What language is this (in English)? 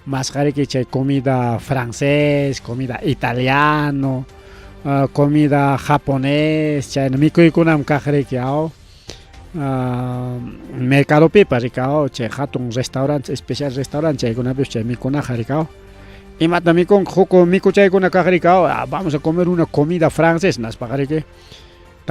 Ayacucho Quechua